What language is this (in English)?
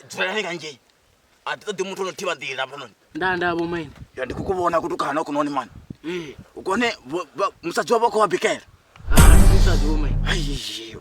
Venda